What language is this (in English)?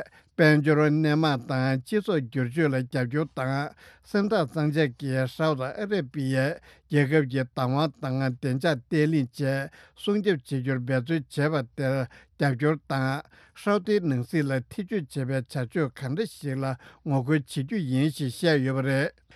Tibetan